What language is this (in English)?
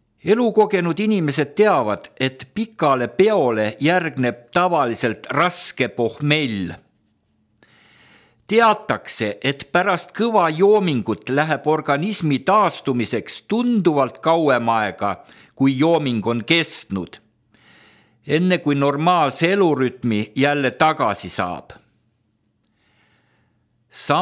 Estonian